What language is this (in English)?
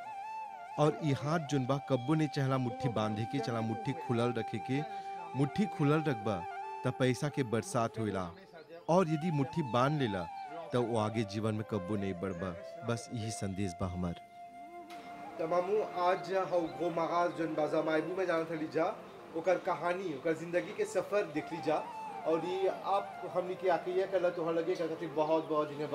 Bhojpuri